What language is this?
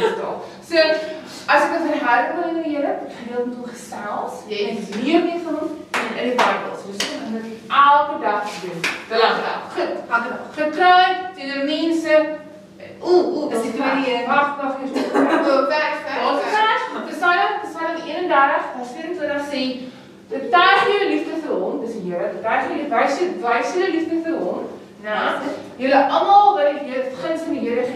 Afrikaans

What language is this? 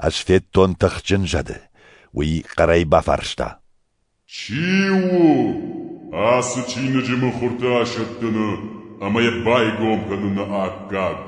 Ossetic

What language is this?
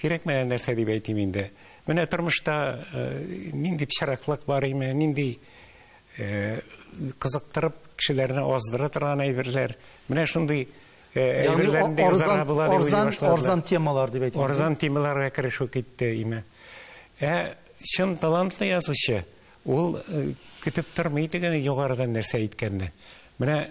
Tatar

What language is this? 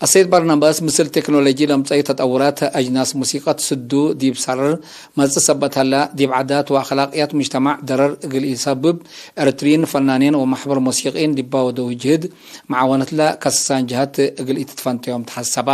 Tigre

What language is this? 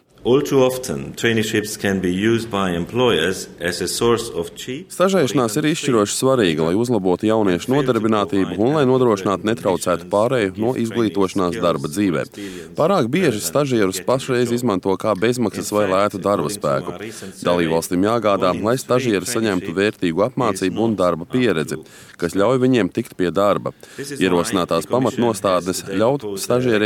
Latvian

